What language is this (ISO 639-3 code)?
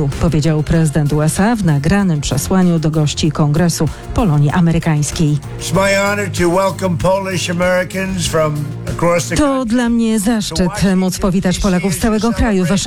pol